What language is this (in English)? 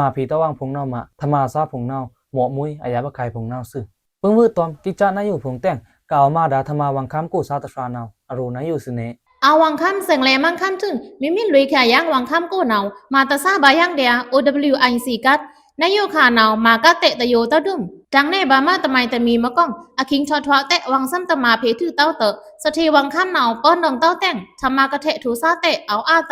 Pa'o Karen